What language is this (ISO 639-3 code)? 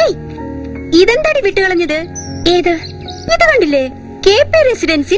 mal